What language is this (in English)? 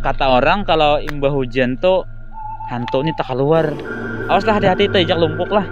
Banjar